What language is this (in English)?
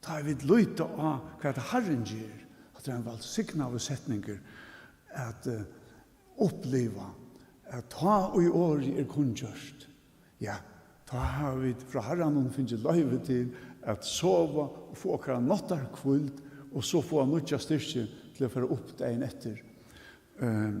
Faroese